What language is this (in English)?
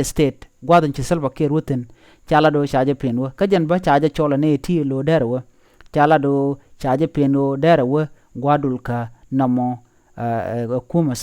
Nuer